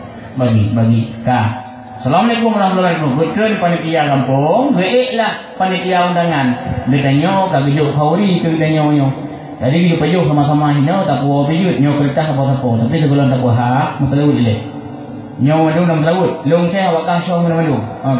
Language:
Achinese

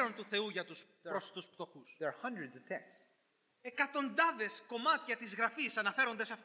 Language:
Greek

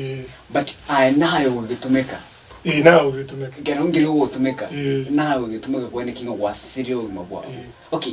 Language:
Gusii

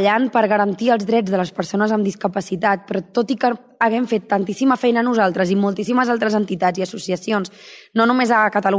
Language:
Catalan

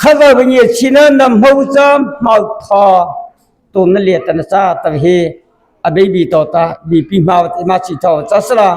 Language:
Mara Chin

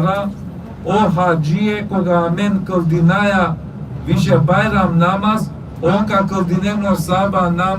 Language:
Balkan Romani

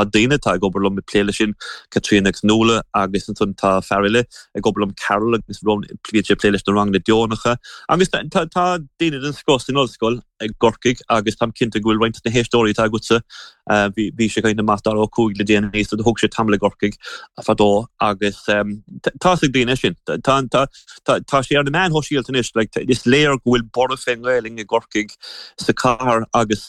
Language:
Irish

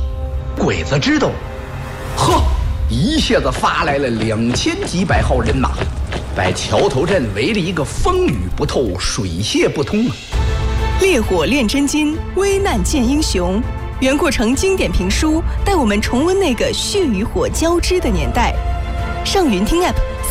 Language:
Chinese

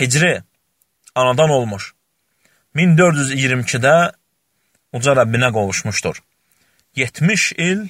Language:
Azerbaijani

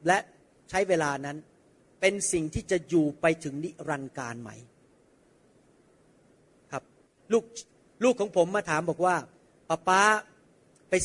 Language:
Thai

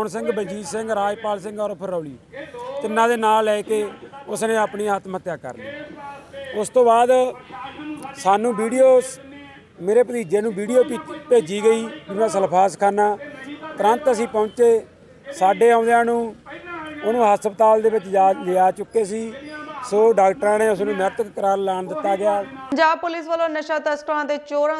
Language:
Punjabi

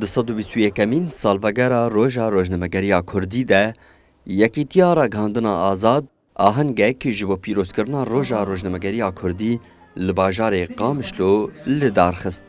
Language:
Kurdish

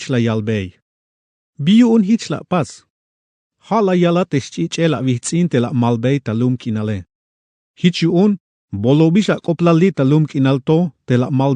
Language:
Tzeltal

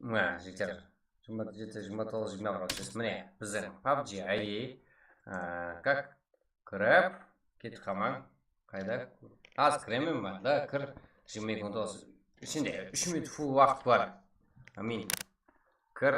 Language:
Kara-Kalpak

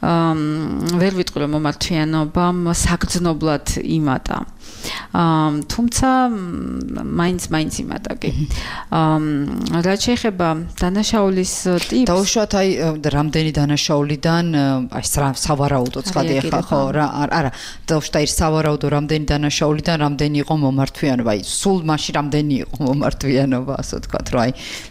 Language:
Georgian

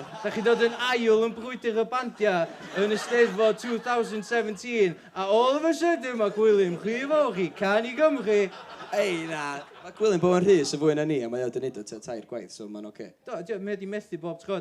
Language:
Welsh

